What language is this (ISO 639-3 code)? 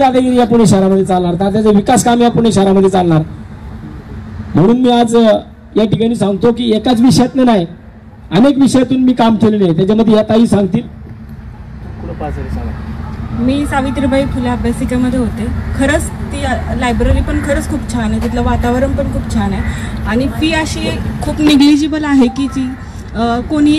mar